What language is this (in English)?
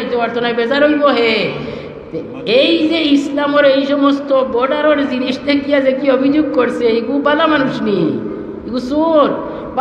Sylheti